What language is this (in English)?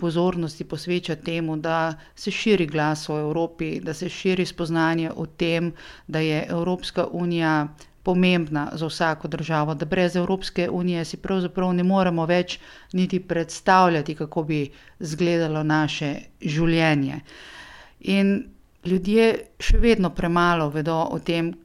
Slovenian